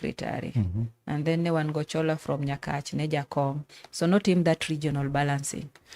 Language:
Luo (Kenya and Tanzania)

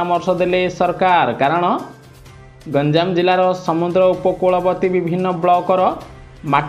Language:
Odia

